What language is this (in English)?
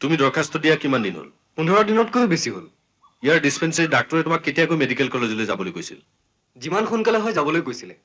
Assamese